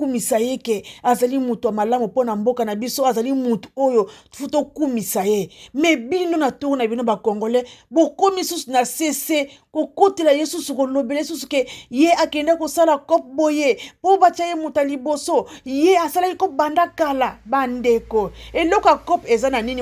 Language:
Lingala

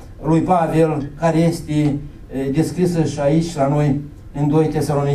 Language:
Romanian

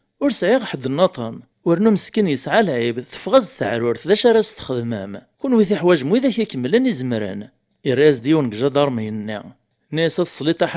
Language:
Kabyle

